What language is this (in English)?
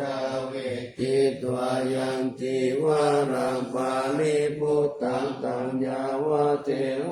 Pali